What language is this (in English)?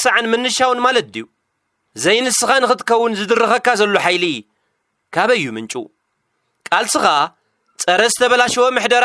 Tigrinya